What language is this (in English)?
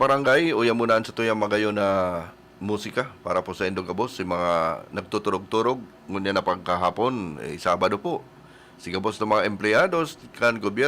Bikol